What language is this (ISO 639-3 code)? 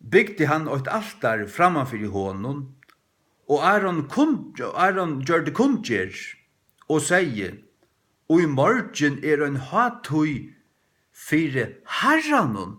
fao